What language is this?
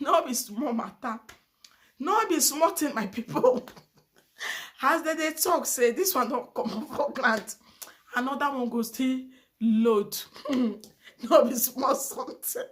Nigerian Pidgin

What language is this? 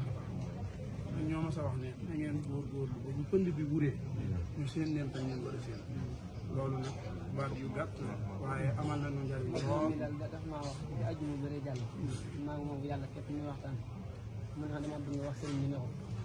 Wolof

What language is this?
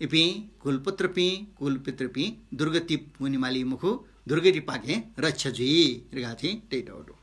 Newari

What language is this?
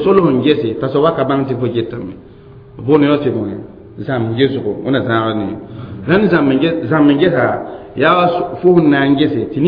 Mossi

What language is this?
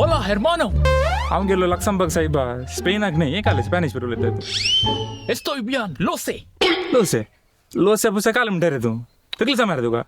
Konkani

